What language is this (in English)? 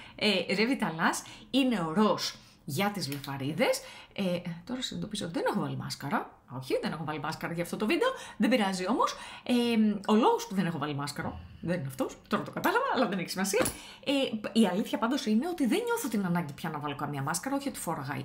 Greek